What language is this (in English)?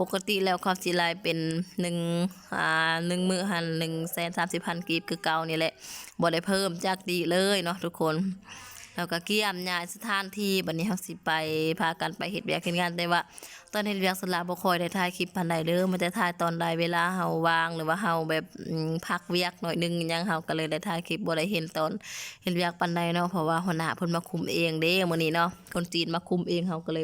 Lao